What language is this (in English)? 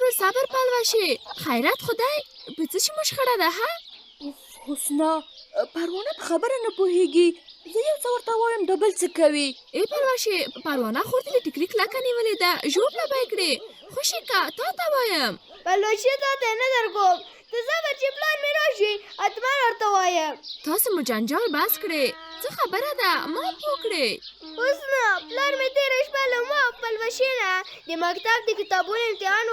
Pashto